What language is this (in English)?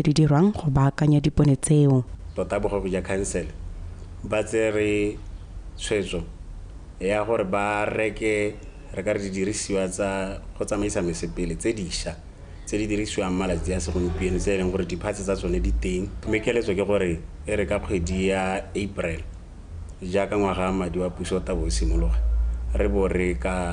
Tswana